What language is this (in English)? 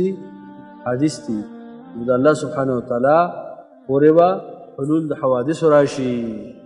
Pashto